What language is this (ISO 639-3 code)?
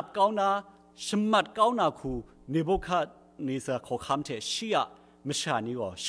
kac